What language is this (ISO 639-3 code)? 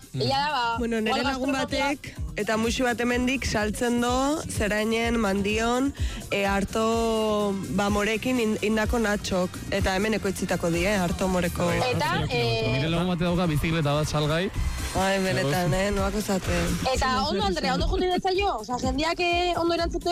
eus